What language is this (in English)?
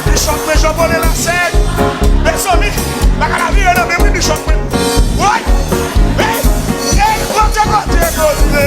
Haitian Creole